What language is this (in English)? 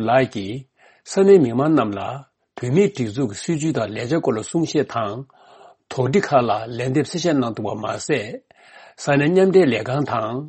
Tibetan